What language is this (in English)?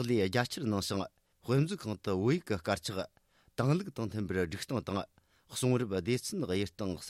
Tibetan